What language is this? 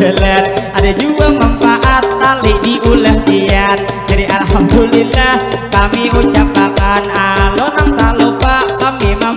Banjar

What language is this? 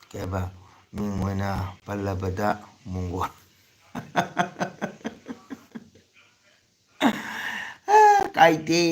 Manipuri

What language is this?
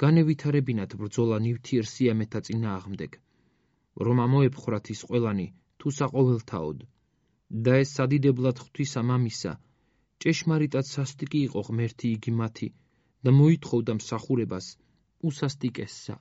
Georgian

